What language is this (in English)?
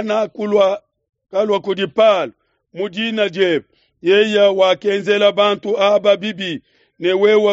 Luba-Lulua